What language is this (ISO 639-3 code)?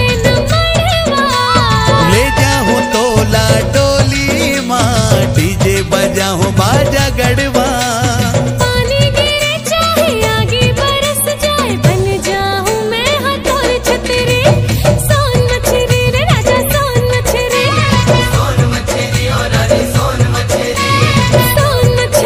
hne